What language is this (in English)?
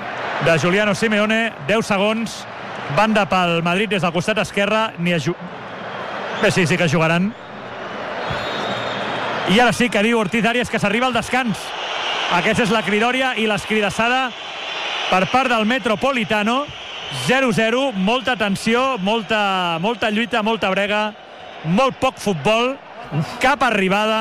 Catalan